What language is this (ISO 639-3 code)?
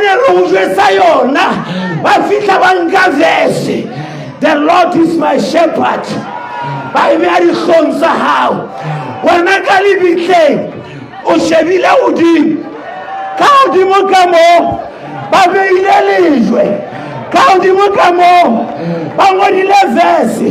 sot